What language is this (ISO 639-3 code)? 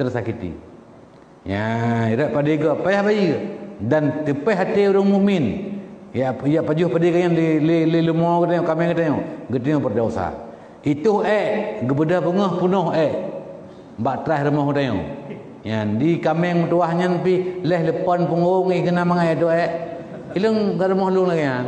ace